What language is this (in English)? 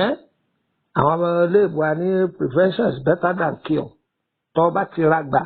Yoruba